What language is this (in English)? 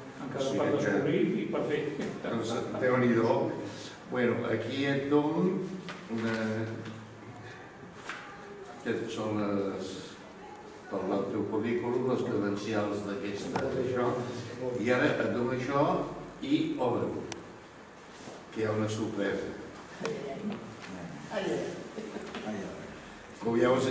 Catalan